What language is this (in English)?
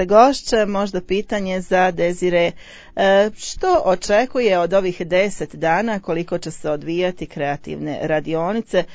Croatian